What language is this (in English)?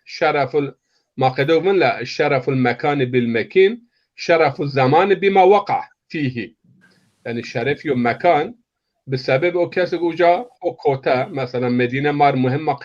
Zaza